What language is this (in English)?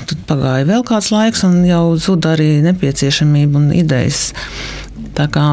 Latvian